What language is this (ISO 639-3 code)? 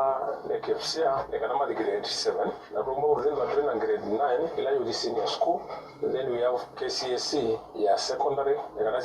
kam